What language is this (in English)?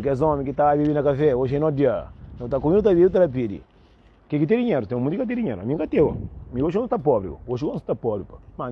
Kabuverdianu